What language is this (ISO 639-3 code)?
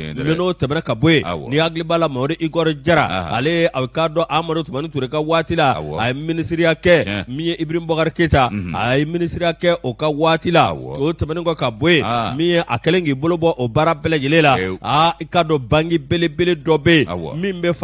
bam